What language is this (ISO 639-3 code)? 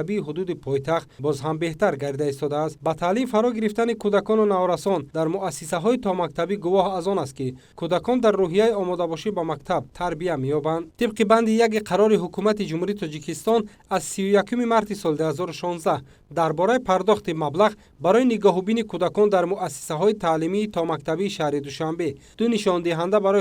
tgk